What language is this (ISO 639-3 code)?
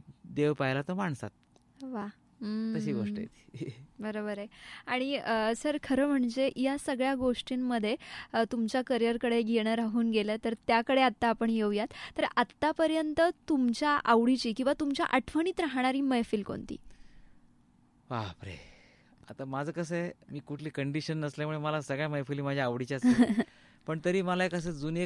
mar